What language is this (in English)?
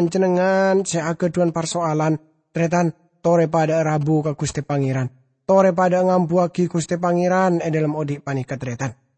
Madurese